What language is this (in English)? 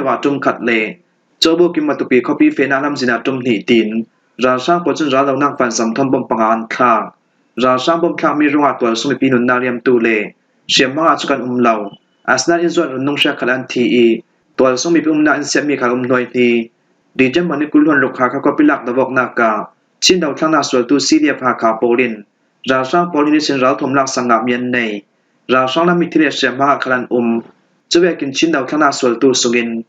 Falam Chin